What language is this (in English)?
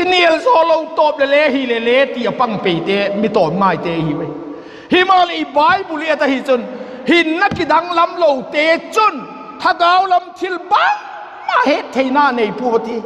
Vaiphei